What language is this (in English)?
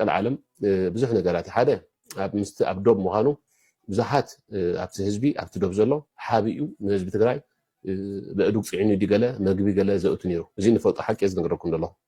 Tigrinya